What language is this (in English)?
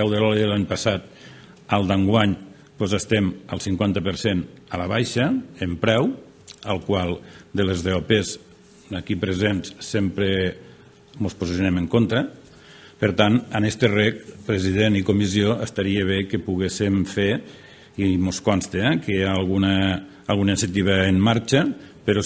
Catalan